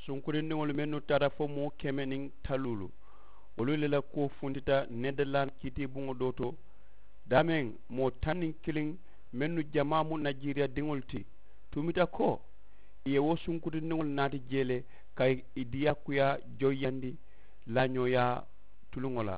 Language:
Mandingo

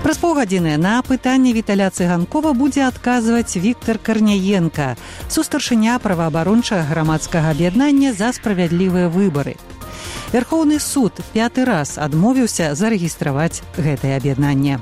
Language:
Belarusian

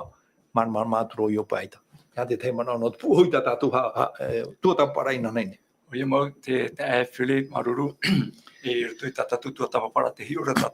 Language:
Tahitian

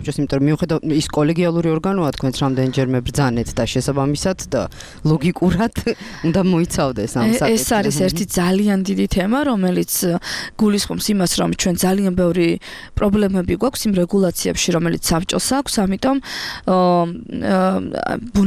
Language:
Georgian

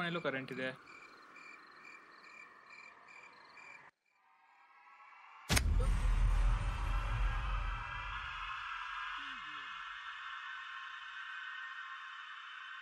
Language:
Kannada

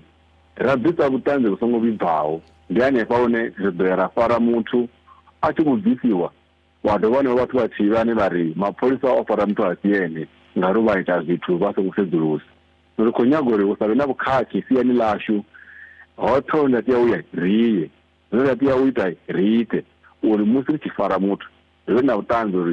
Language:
Venda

